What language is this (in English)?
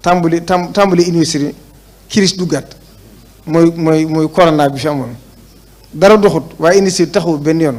Wolof